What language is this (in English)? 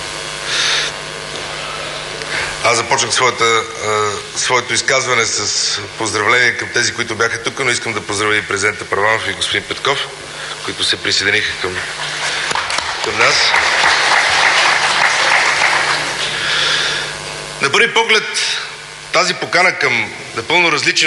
Bulgarian